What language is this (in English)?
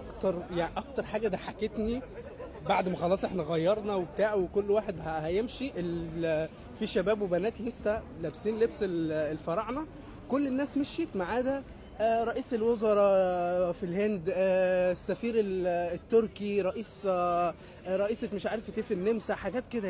Egyptian Arabic